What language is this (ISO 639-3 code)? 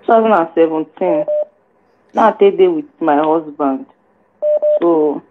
pcm